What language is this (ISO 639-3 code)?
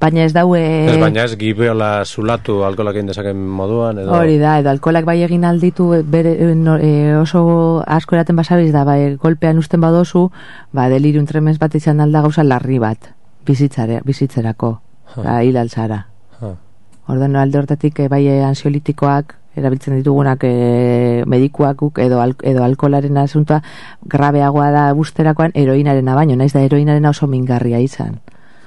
eus